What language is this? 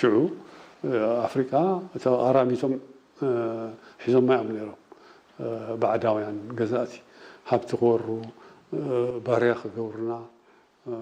Tigrinya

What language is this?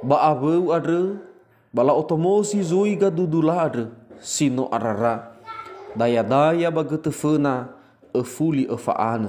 Nias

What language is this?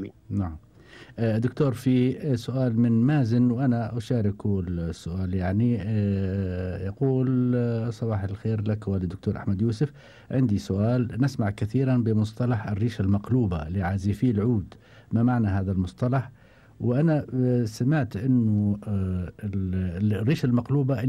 Gulf Arabic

